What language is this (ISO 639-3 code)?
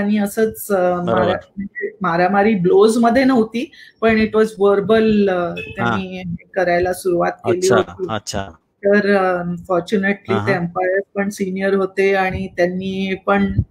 mar